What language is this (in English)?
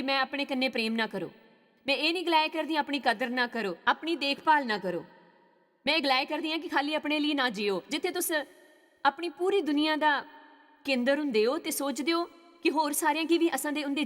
Dogri